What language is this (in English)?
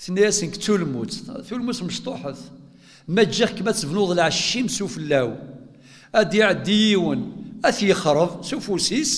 Kabyle